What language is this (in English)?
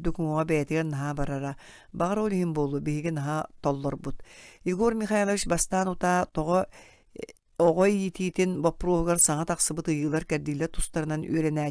Yakut